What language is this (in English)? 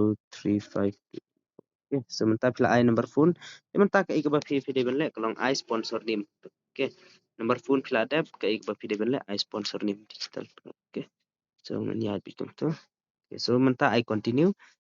Khasi